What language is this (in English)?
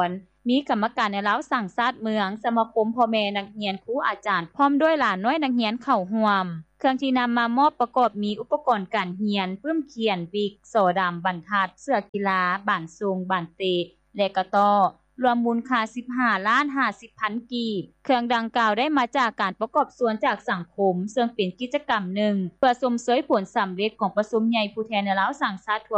Lao